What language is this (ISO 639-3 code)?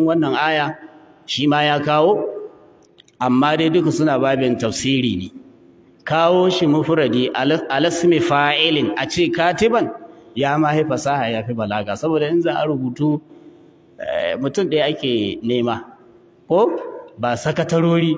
hau